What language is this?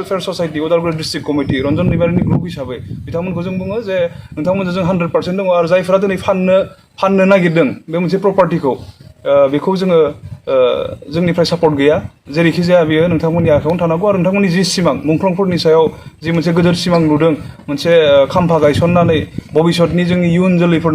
Bodo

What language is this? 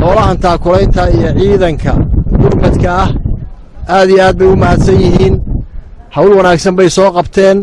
Somali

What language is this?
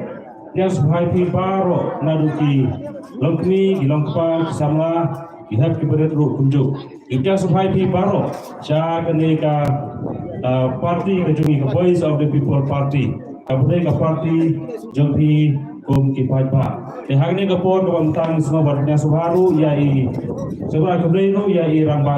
Khasi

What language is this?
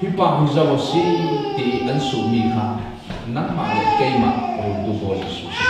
Falam Chin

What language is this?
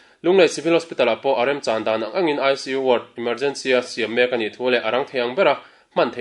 Mizo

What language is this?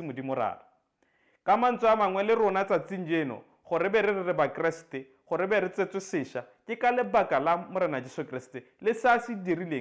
Tswana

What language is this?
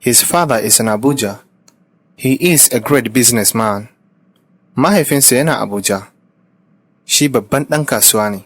Hausa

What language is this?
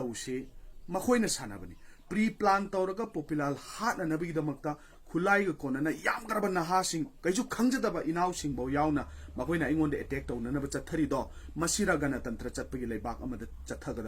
Manipuri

